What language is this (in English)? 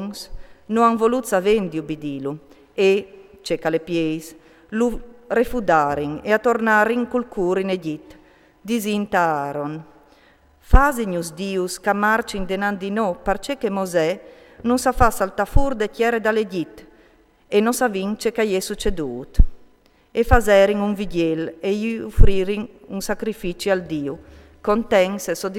Friulian